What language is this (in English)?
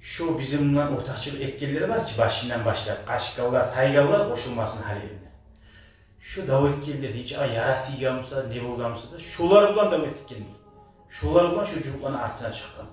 Kumyk